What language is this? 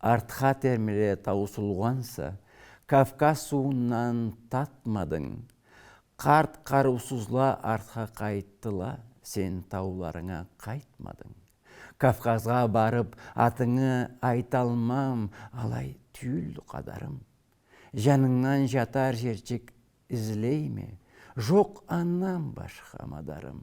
Karachay-Balkar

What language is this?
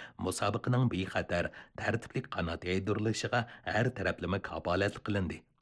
Uyghur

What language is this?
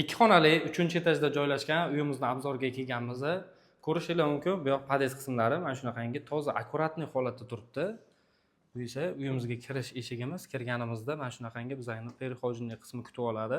Uzbek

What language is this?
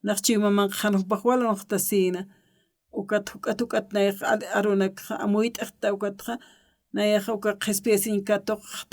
Aymara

